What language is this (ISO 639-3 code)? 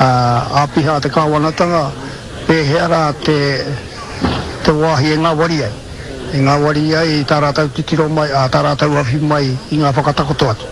mri